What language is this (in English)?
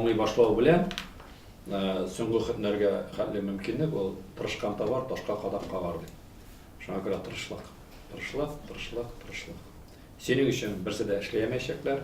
Tatar